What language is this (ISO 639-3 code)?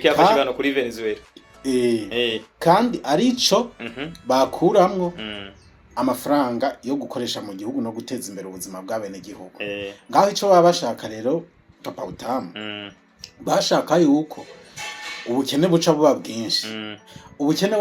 run